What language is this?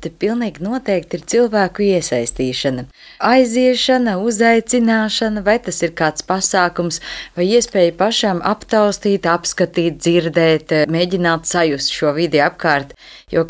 Latvian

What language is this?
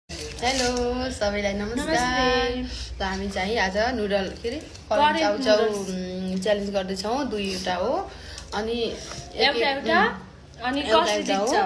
Nepali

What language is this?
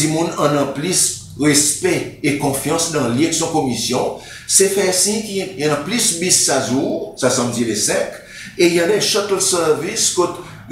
Seselwa Creole French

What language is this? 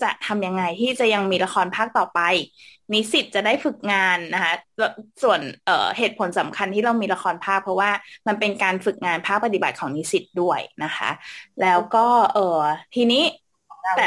Thai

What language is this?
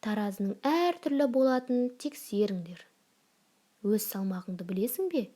Kazakh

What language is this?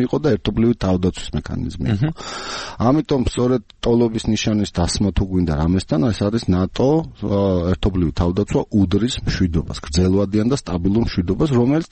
Georgian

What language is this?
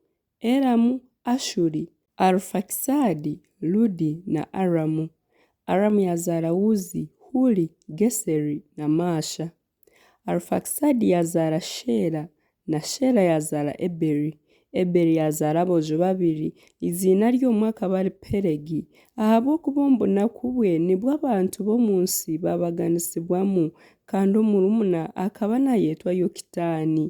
Nyankole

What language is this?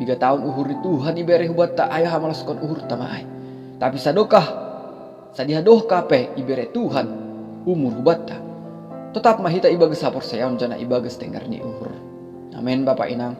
Batak Simalungun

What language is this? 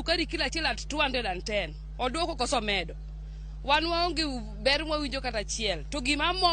Luo (Kenya and Tanzania)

